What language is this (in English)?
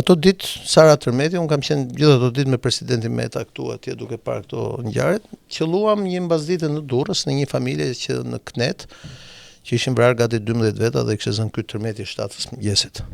Albanian